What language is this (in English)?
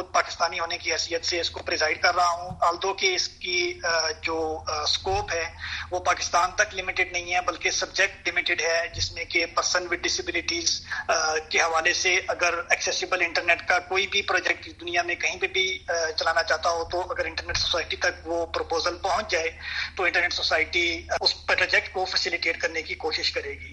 Urdu